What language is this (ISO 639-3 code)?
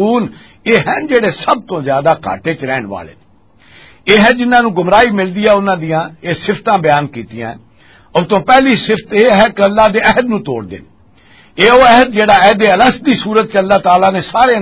lah